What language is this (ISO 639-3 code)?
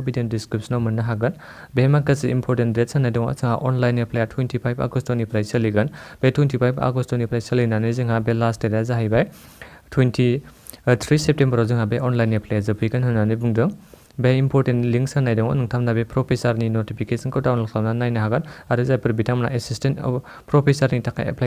brx